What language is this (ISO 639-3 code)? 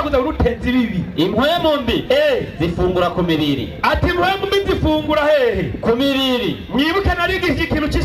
run